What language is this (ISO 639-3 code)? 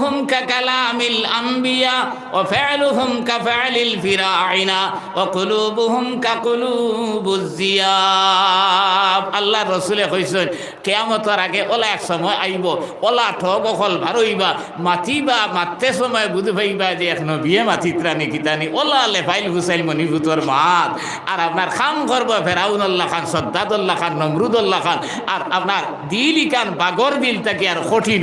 syl